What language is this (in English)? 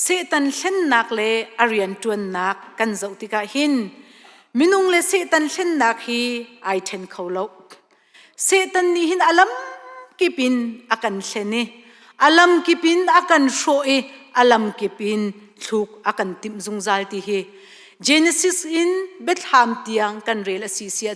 Hakha Chin